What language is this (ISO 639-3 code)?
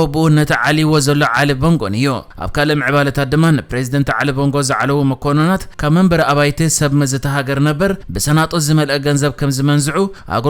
tir